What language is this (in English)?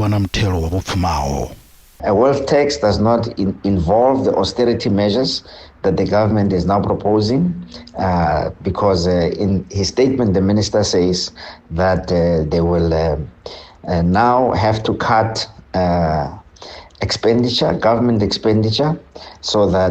Venda